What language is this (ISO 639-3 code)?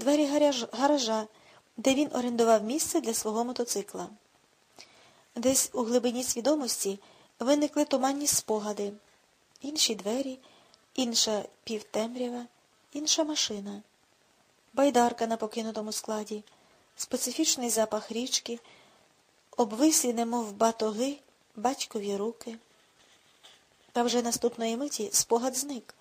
ukr